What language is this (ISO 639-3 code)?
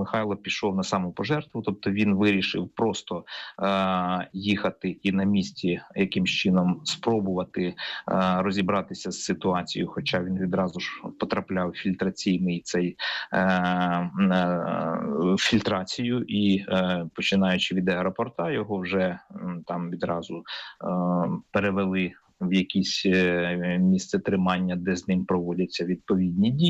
ukr